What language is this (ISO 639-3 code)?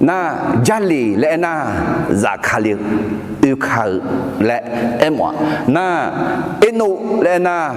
ahk